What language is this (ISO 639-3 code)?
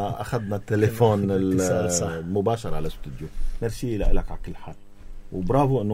apc